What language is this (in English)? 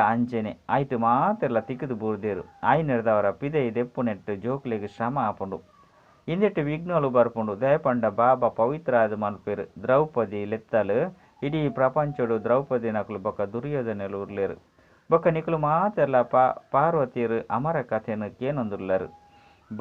Tulu